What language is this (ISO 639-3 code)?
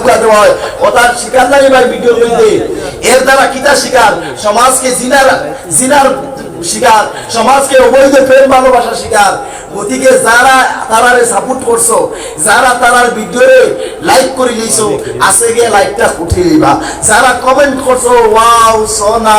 syl